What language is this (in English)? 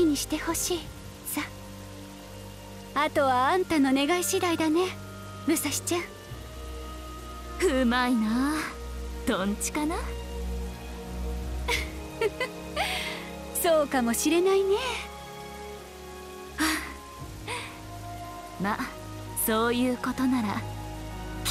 Japanese